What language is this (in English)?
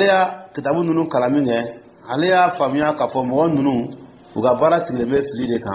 Dyula